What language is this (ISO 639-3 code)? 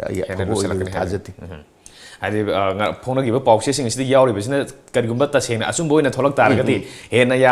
mni